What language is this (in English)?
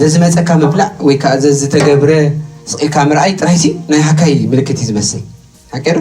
Tigrinya